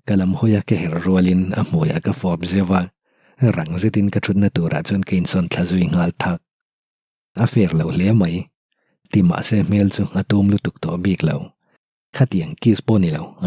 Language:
Mizo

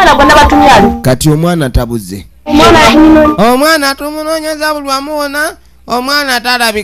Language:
Ganda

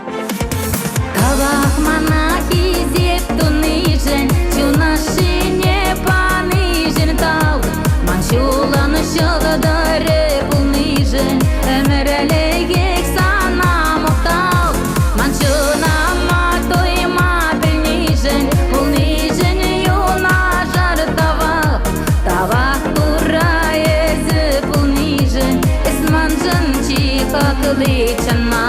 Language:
Chuvash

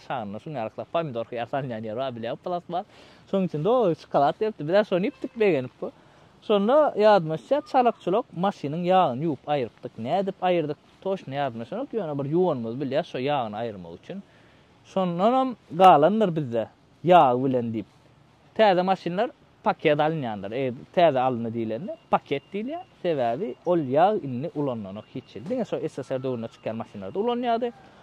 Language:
Turkmen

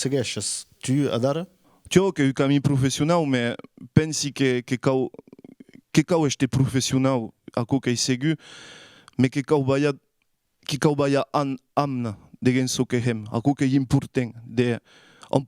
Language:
Occitan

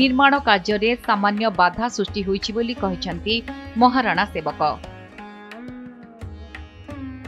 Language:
Odia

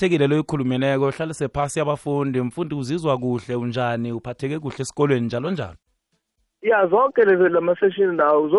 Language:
South Ndebele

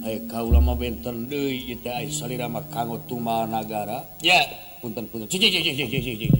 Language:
Sundanese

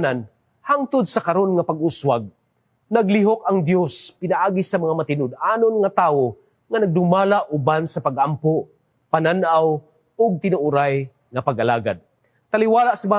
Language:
Cebuano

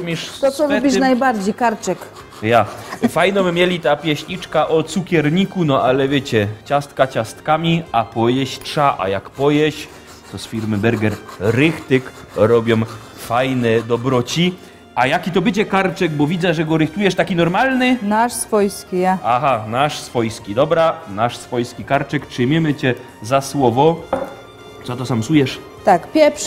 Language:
Silesian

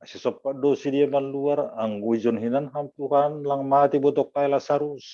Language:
Batak Simalungun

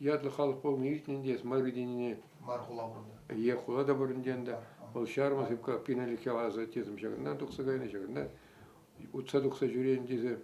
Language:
Chuvash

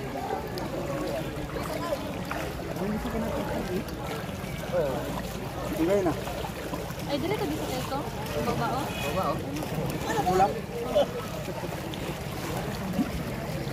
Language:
Cebuano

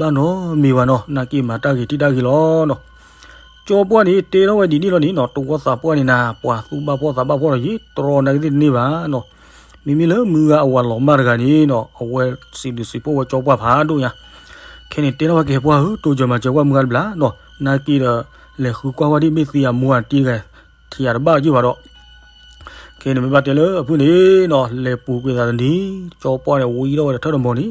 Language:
S'gaw Karen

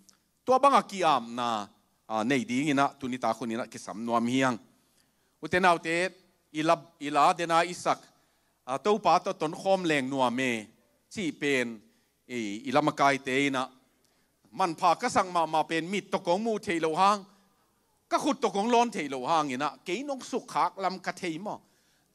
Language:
Tedim Chin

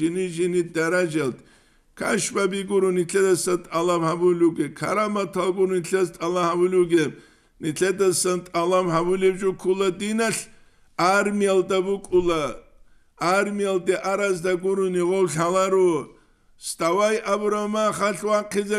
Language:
Avaric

